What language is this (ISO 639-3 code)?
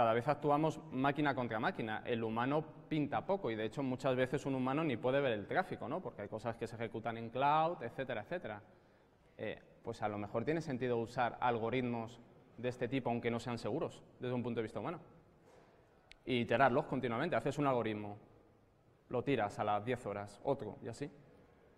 spa